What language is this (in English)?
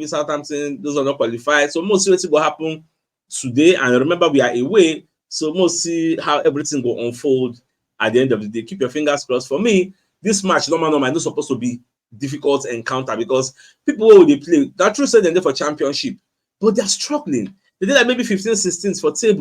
Nigerian Pidgin